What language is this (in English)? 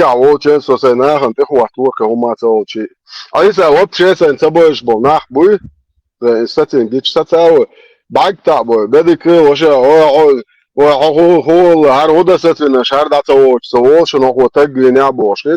Chechen